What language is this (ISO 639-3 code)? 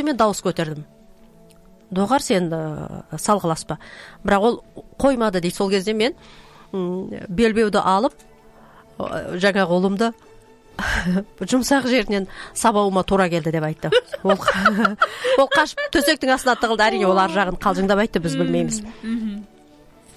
kaz